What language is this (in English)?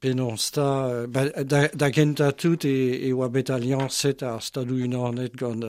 Breton